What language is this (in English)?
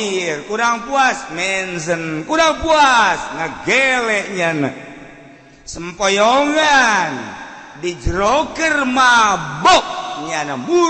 Sundanese